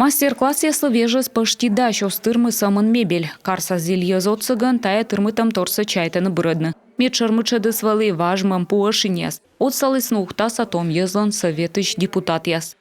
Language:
Komi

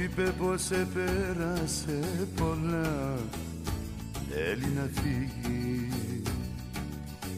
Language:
Greek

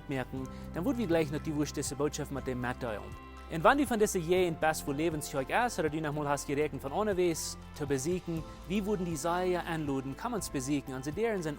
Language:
Plautdietsch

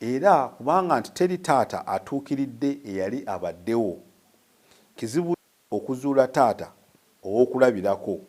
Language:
Ganda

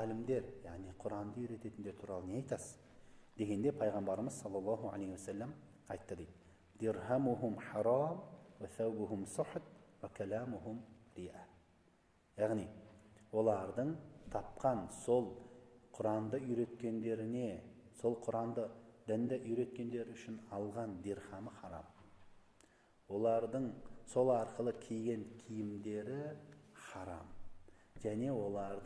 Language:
Kazakh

